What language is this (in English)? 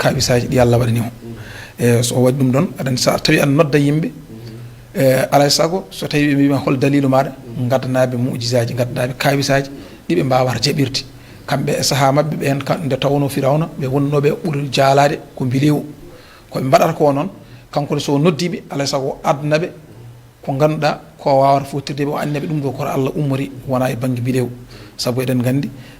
Fula